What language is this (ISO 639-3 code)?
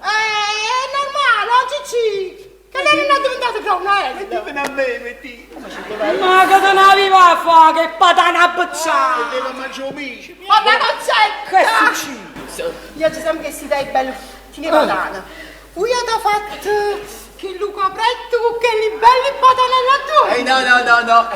nap